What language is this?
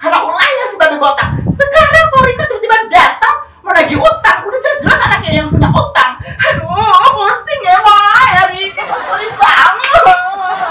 Betawi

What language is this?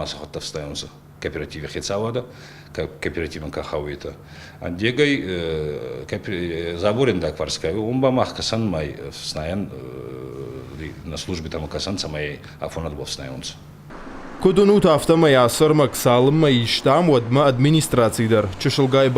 Ossetic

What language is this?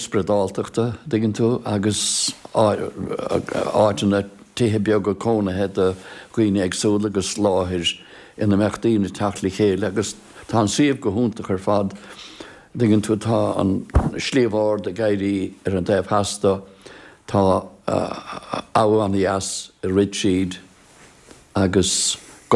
Irish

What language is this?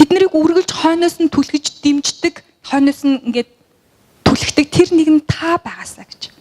Mongolian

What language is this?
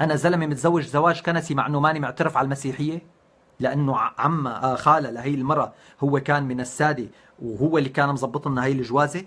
North Levantine Arabic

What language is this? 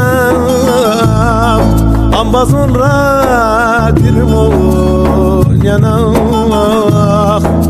Zaza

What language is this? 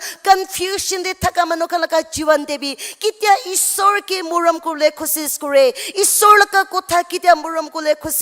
Naga Pidgin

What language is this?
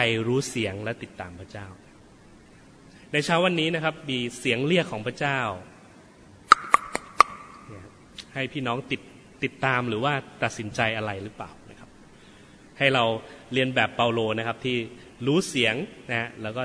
Thai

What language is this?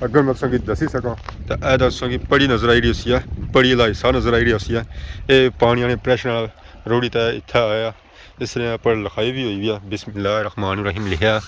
Pahari-Potwari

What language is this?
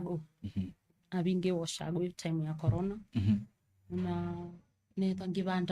Kamba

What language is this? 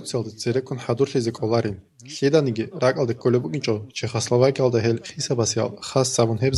Avaric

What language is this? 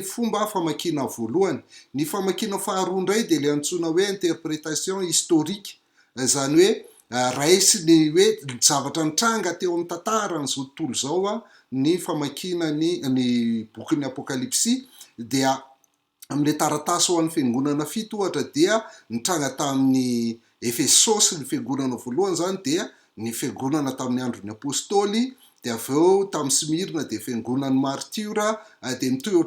Malagasy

